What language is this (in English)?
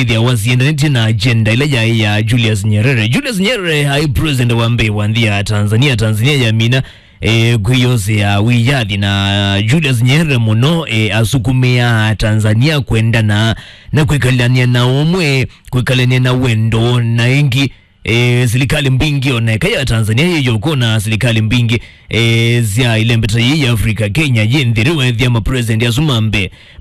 Kamba